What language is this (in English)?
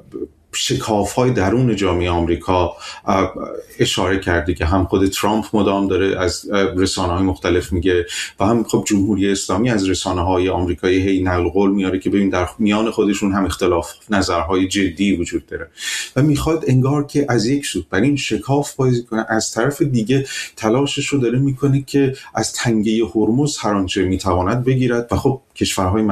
Persian